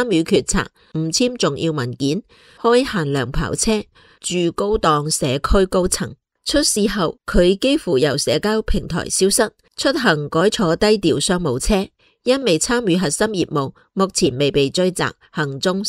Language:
Cantonese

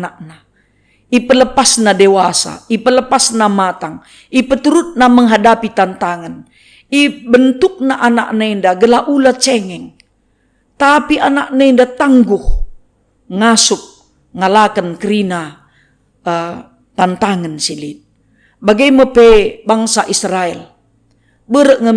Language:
Batak Karo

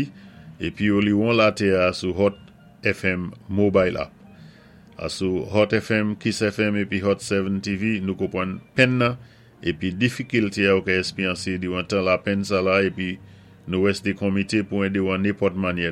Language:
Saint Lucian Creole French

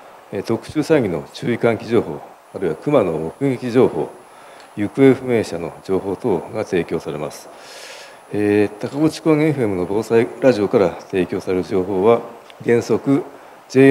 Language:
Japanese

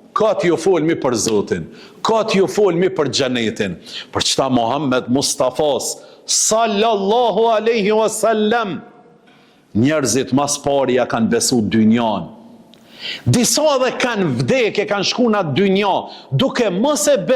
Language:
Albanian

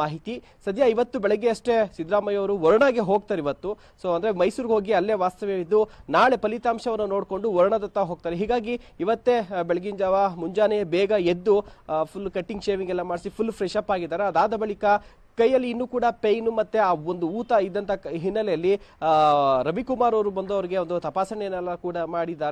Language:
Kannada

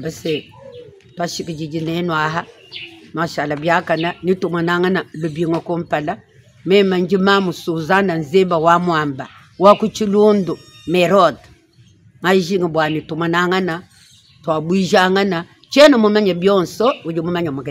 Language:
Luba-Lulua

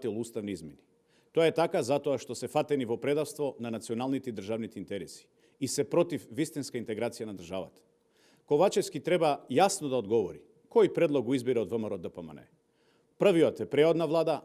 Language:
Macedonian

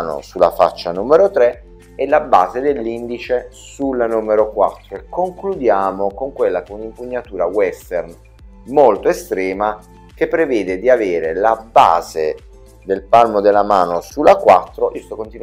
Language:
Italian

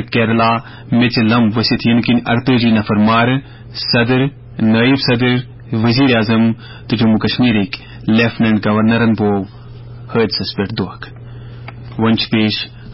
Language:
Kashmiri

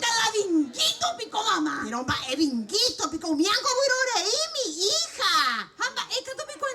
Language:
Guarani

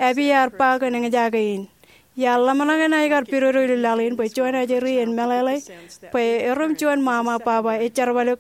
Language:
Marshallese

